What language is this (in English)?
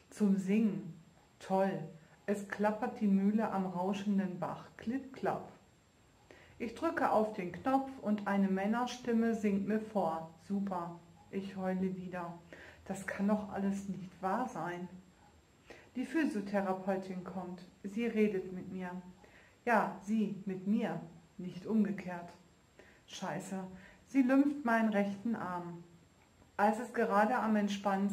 German